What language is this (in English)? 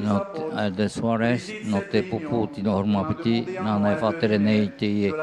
Tahitian